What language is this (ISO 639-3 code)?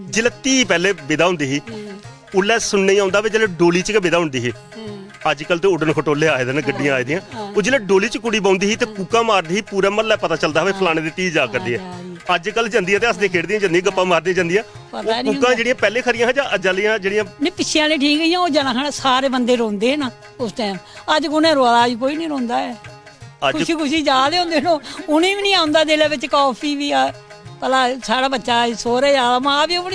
doi